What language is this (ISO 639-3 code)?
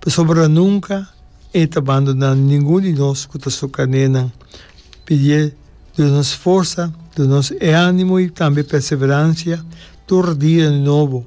pap